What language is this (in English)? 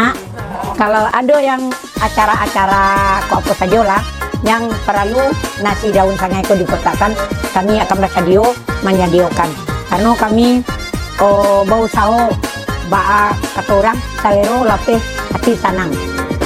Minangkabau